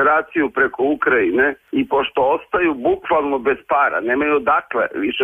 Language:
Serbian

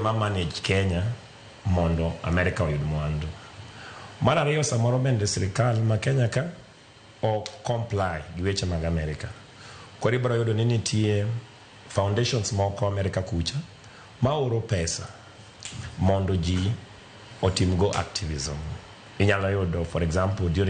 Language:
Luo (Kenya and Tanzania)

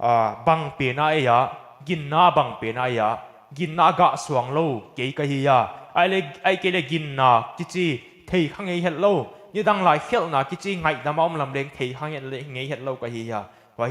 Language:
Paite Chin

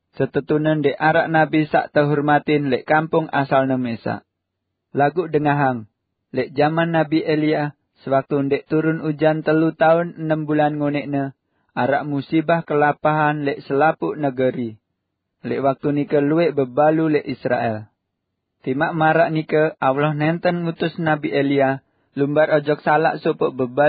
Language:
Sasak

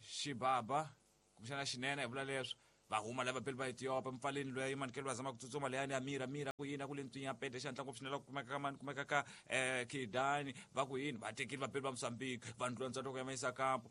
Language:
Tsonga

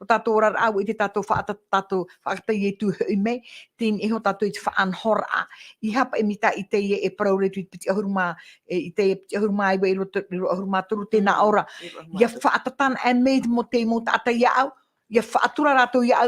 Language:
Tahitian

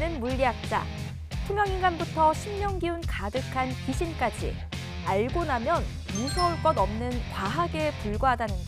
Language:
Korean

